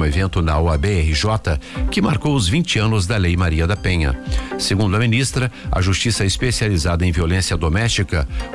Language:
Portuguese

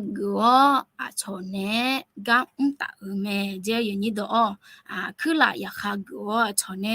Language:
Akha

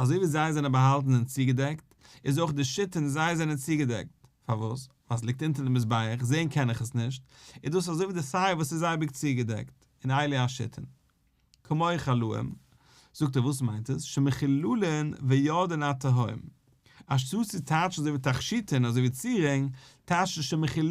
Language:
Yiddish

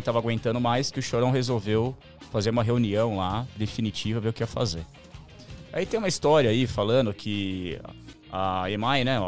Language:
Portuguese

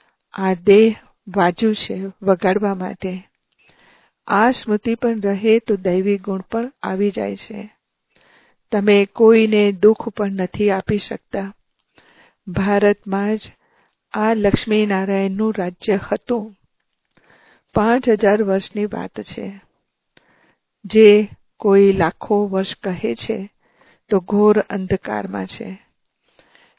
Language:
Gujarati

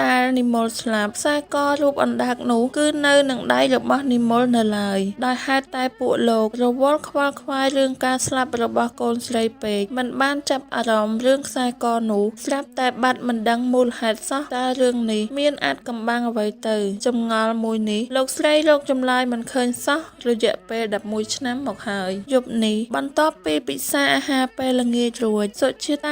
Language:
Khmer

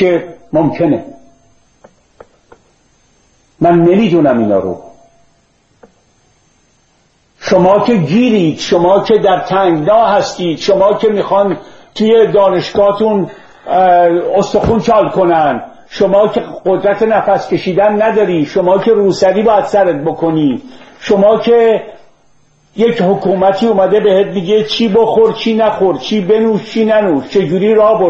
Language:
Persian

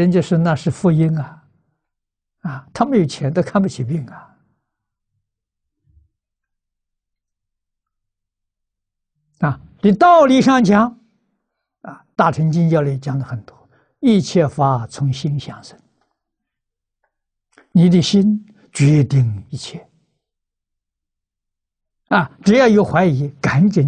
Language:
Chinese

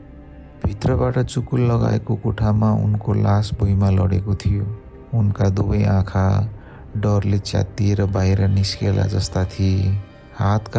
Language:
Nepali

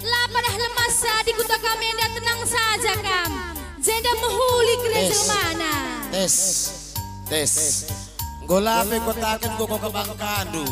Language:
Batak Karo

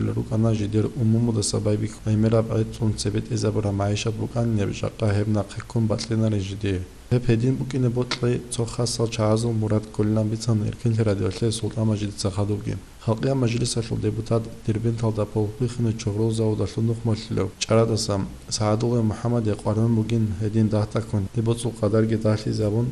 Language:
Avaric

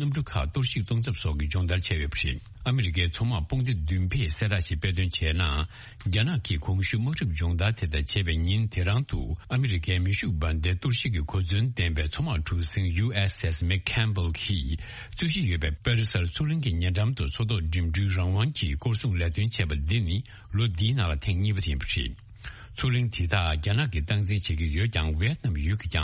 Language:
Tibetan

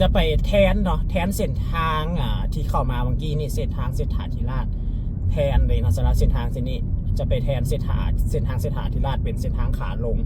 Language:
Lao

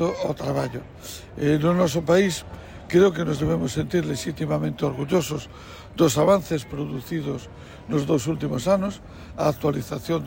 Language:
Galician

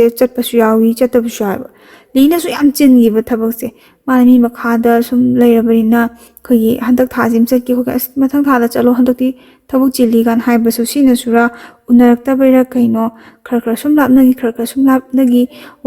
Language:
Manipuri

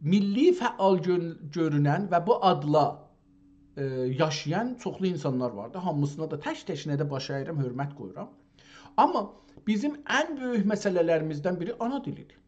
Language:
South Azerbaijani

